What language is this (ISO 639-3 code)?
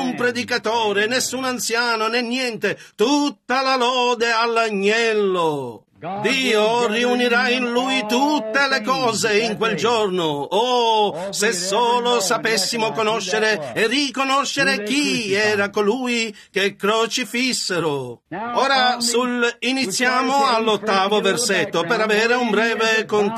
ita